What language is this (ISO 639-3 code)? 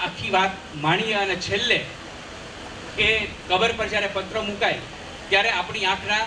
guj